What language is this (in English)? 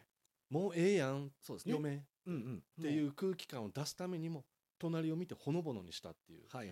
Japanese